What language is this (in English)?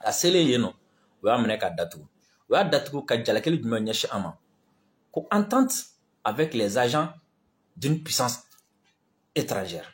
Bambara